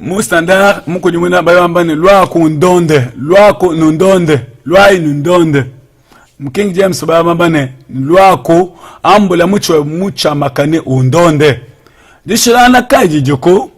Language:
Luba-Lulua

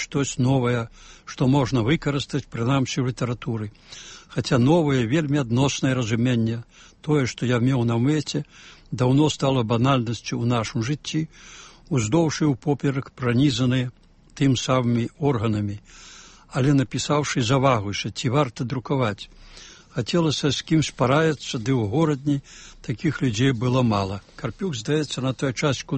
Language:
Belarusian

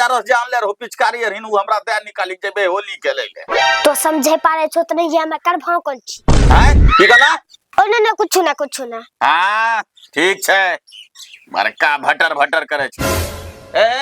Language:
Angika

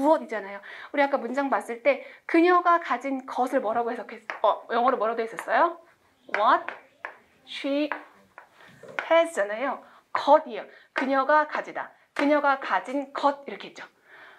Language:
Korean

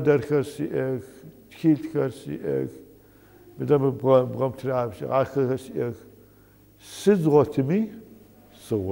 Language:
Adyghe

